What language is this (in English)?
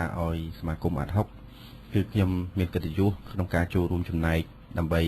Khmer